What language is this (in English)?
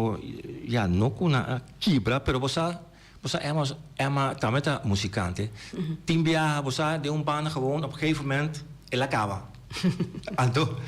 Papiamento